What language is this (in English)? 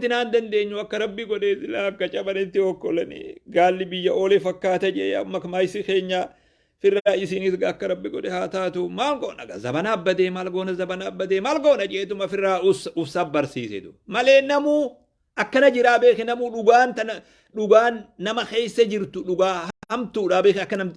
Oromo